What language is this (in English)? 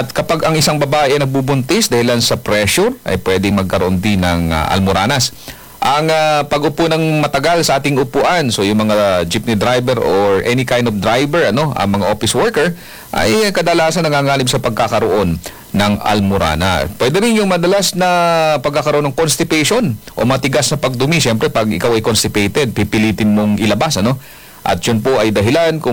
Filipino